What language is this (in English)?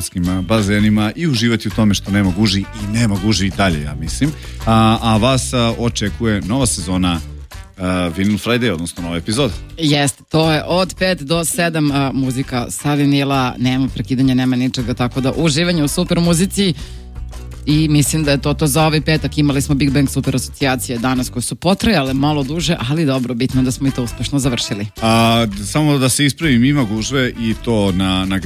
Serbian